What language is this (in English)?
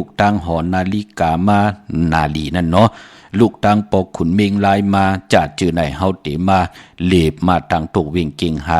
Shan